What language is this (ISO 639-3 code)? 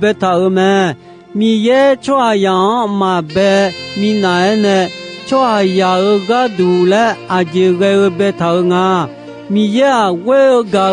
ahk